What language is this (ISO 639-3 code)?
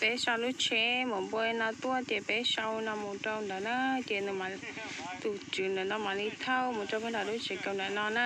hmn